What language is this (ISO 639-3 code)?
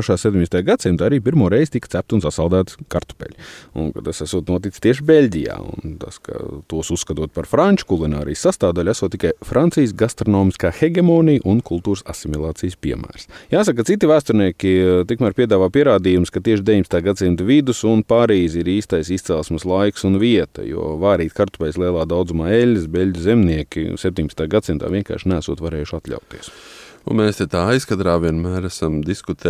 lav